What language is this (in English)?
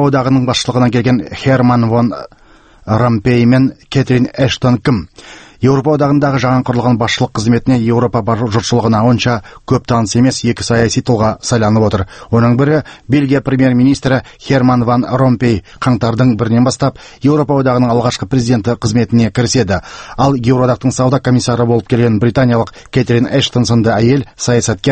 Kazakh